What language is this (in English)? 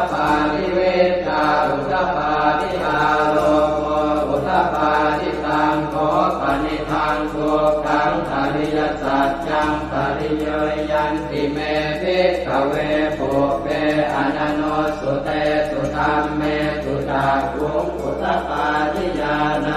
Pali